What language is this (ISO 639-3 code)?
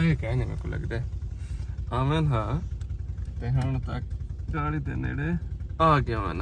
skr